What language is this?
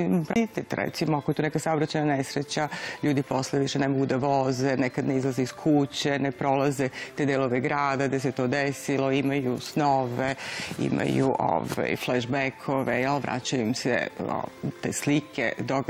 Serbian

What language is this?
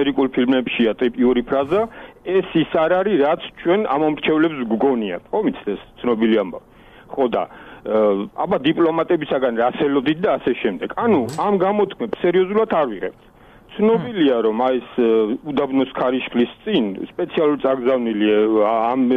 Georgian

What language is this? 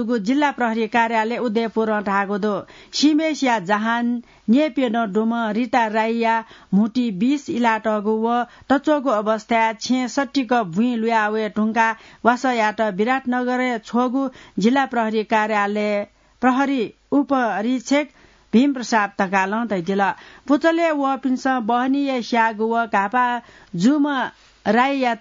Newari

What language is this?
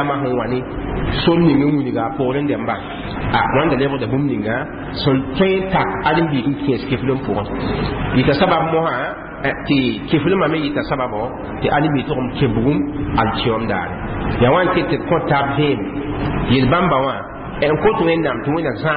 Mossi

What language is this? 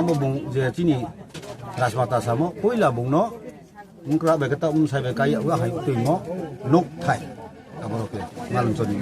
Riang (India)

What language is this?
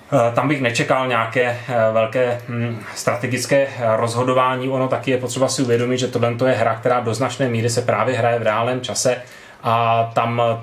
Czech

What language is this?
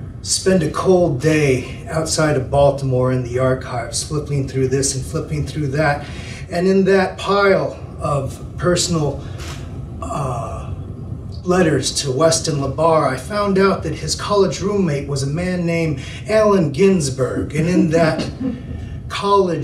English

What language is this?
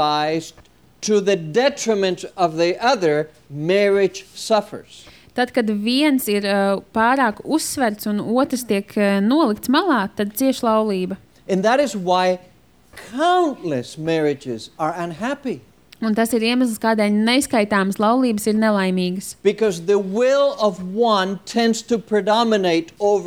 Latvian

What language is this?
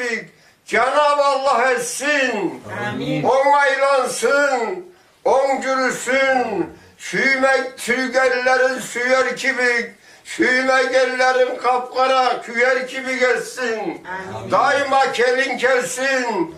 Karachay-Balkar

